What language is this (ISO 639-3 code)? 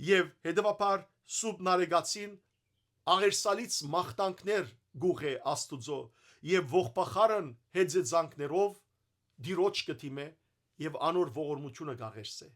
hyw